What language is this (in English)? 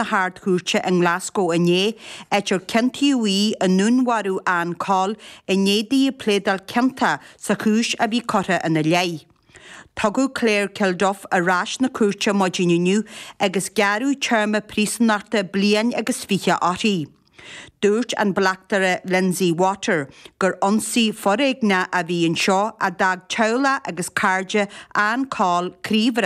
Irish